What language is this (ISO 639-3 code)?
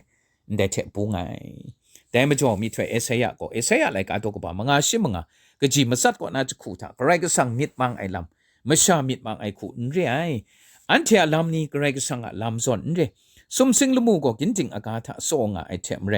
kac